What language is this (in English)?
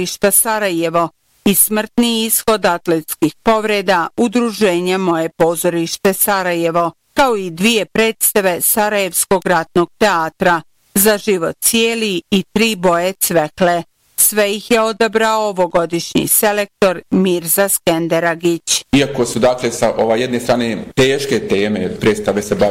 Bosnian